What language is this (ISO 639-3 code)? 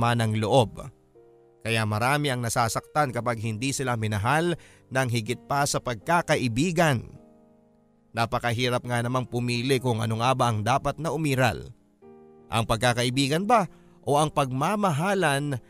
fil